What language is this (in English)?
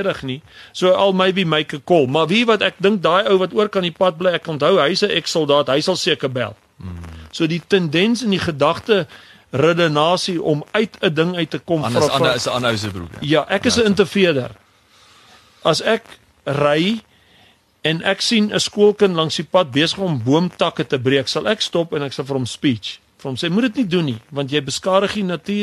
Afrikaans